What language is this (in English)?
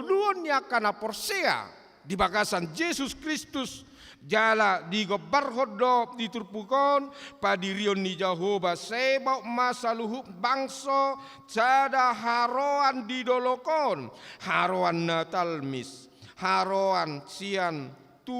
Batak Toba